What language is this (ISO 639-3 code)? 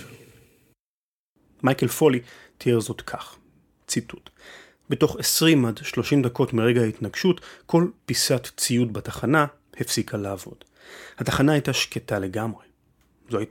heb